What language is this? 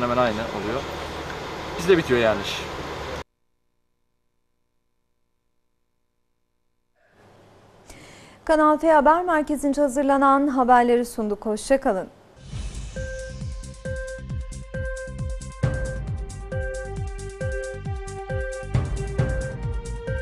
Turkish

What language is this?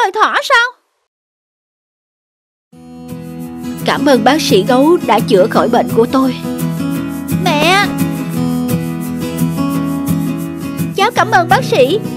Vietnamese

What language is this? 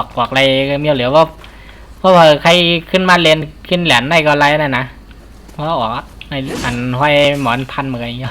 Shan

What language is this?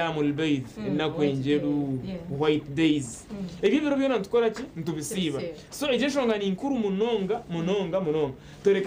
Nyankole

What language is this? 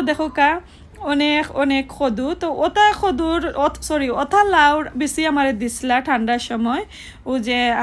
Sylheti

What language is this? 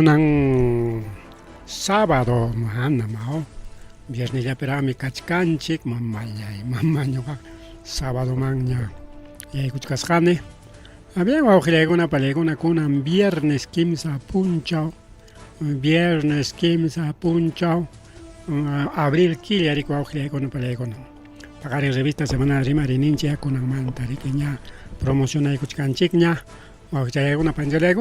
Ayacucho Quechua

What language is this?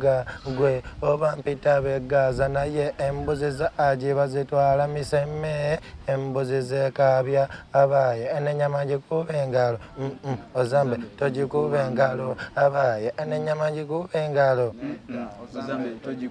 Ganda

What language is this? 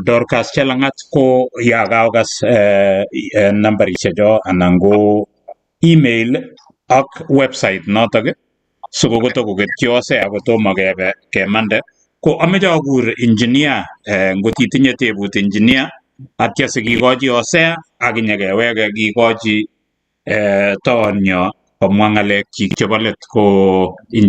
Kalenjin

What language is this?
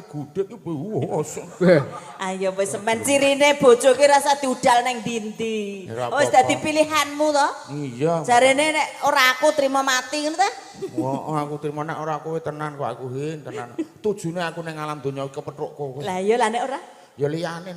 Javanese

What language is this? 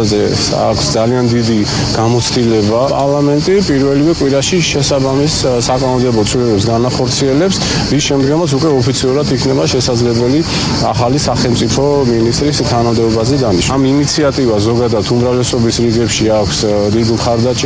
Georgian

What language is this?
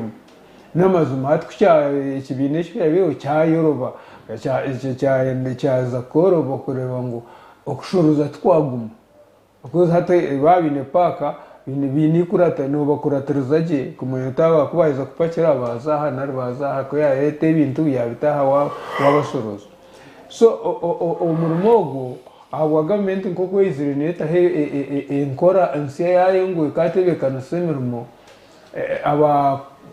Nyankole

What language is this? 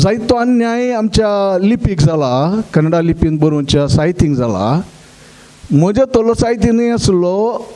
Konkani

